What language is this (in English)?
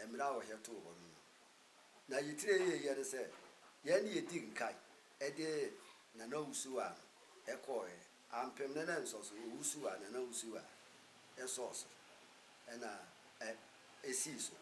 Akan